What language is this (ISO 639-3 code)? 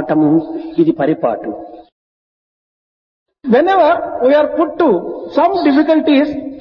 tel